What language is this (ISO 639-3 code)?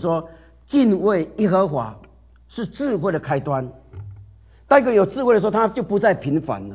zho